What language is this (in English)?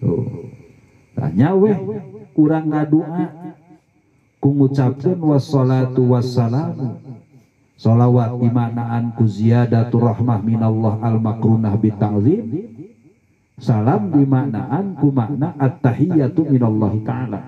Sundanese